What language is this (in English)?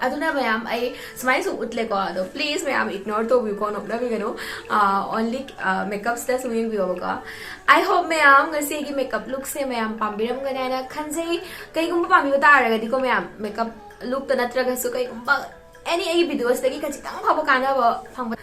Manipuri